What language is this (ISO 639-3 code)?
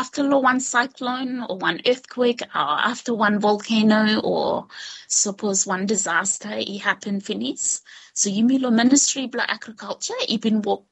bis